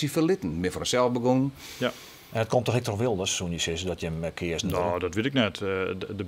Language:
Western Frisian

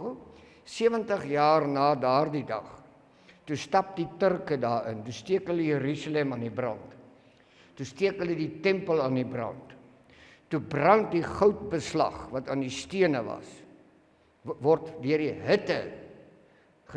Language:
Afrikaans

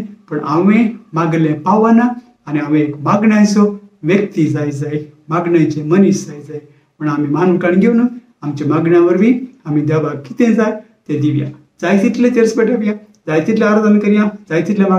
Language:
Konkani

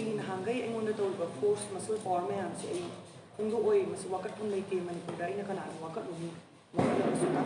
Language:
Manipuri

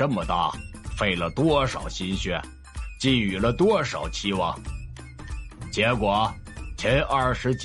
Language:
Chinese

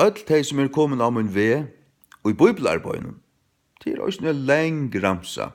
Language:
Faroese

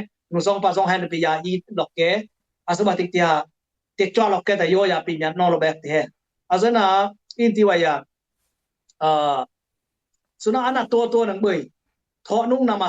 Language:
Dimasa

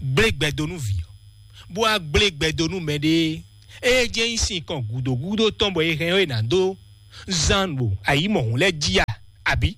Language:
Fon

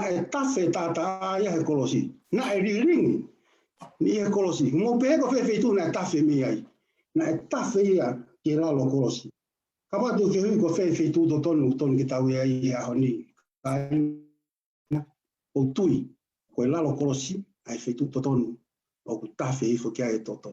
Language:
Tongan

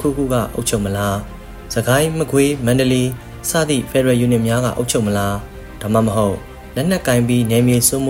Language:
Burmese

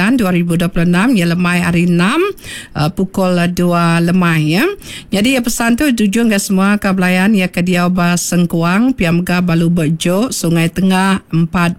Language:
Iban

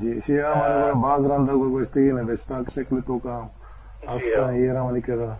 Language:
Eastern Balochi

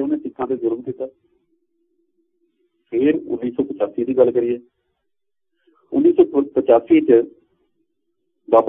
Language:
Punjabi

